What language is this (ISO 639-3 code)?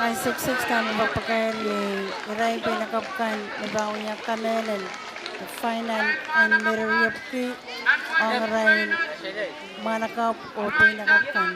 pon